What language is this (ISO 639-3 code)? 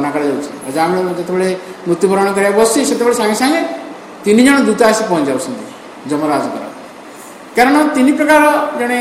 ori